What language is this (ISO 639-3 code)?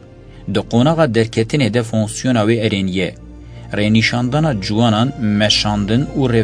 kur